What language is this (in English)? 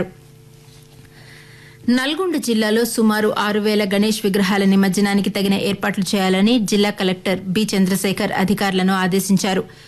Telugu